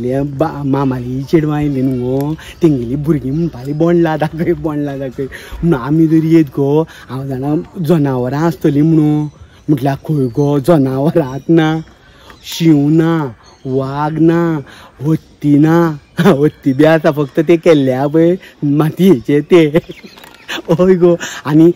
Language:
Konkani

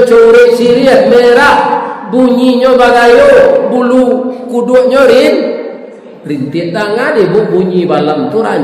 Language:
Minangkabau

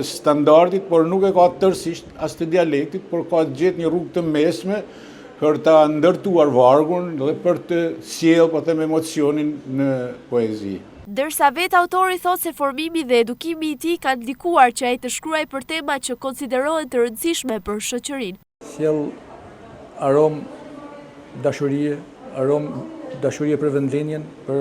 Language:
Albanian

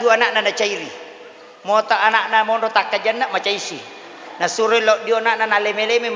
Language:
Buginese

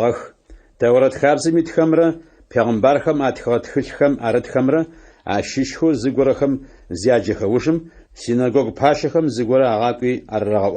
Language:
Adyghe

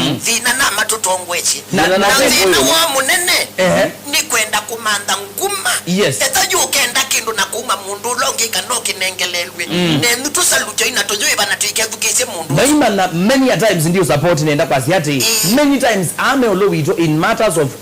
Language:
Kamba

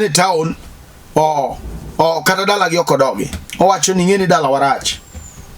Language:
Luo (Kenya and Tanzania)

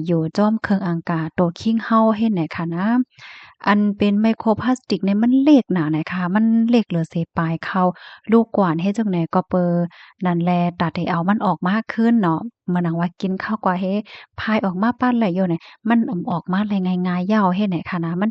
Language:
Shan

